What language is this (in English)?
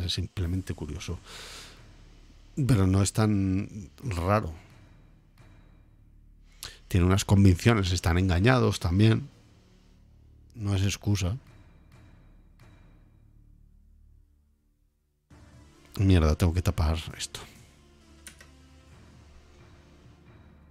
Spanish